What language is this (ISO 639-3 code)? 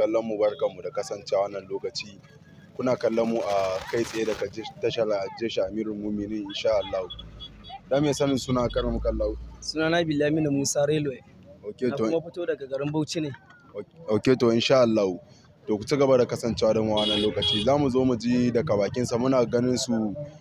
hau